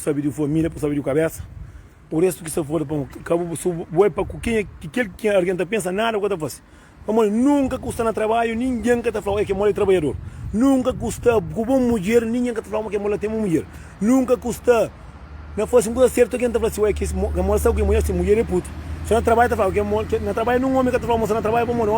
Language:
Kabuverdianu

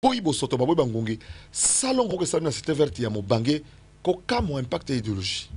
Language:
Lingala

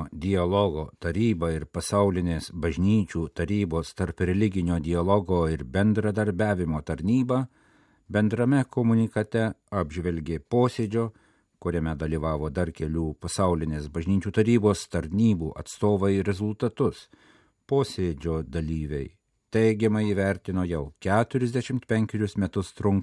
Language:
Lithuanian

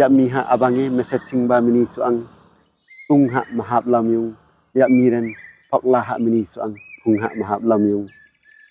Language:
Limbu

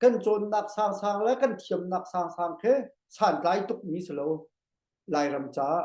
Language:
Hakha Chin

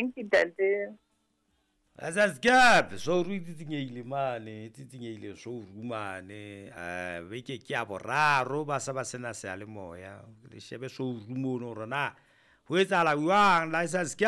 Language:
Southern Sotho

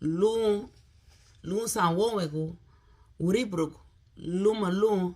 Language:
Garifuna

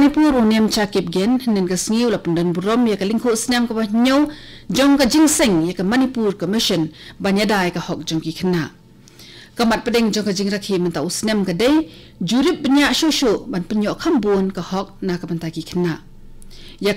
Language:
Khasi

